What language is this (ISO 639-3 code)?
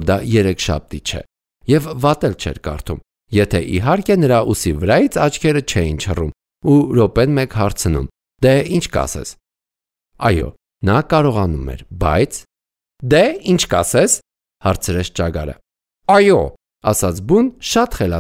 hye